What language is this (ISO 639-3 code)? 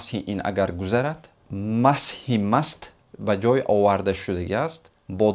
tgk